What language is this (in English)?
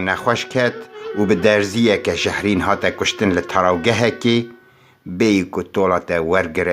Kurdish